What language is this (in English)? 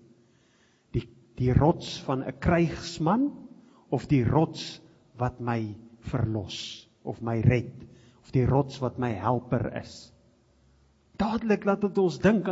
Afrikaans